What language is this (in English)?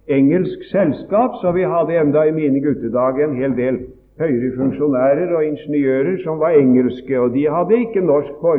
Norwegian